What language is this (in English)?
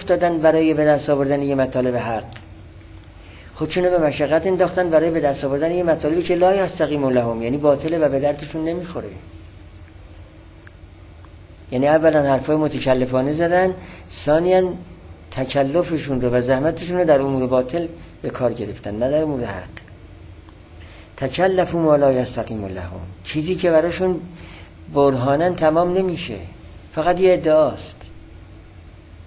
Persian